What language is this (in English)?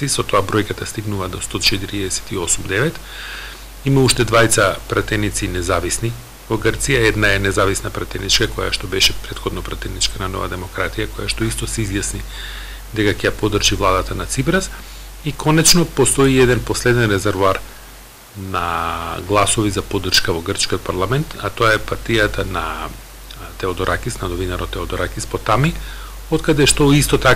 Macedonian